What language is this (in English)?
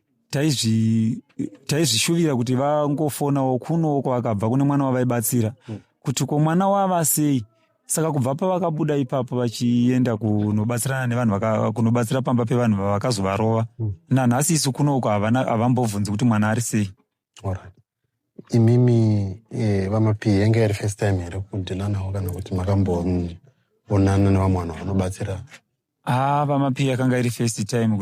Shona